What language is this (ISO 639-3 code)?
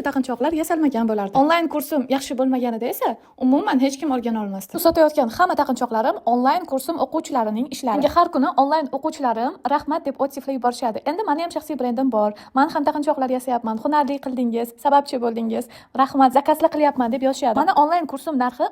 uzb